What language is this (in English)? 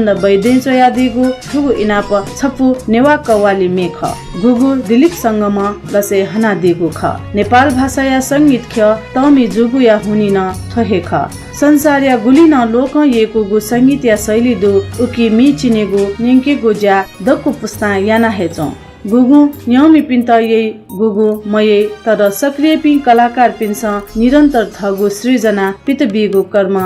Newari